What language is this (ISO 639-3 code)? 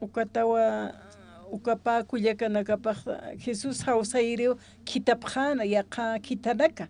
aym